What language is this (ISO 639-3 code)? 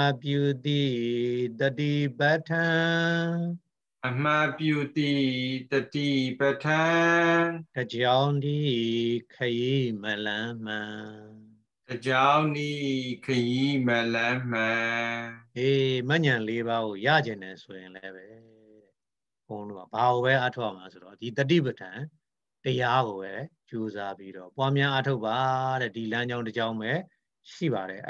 mya